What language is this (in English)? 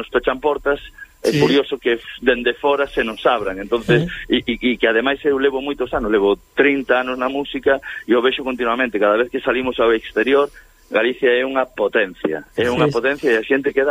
Galician